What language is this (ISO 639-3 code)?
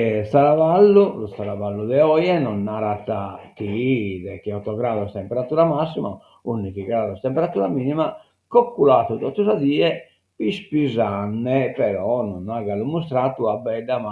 srd